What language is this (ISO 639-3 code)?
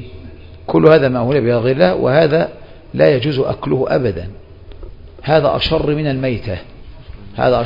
ara